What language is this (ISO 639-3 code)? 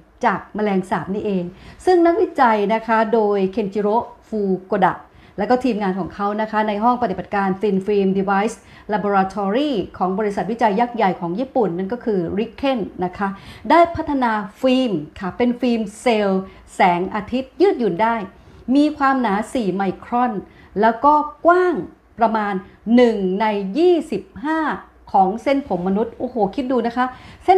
tha